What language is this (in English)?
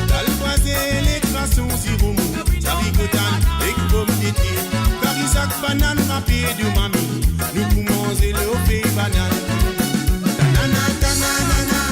Morisyen